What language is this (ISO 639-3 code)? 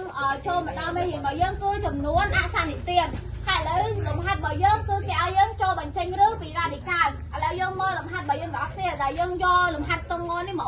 khm